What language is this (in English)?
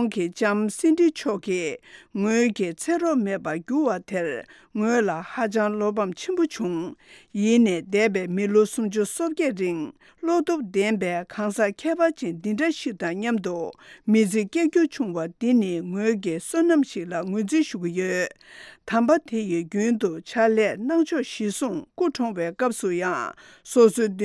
Tibetan